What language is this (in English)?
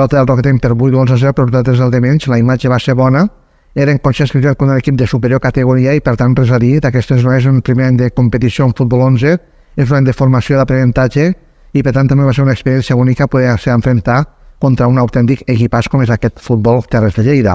Catalan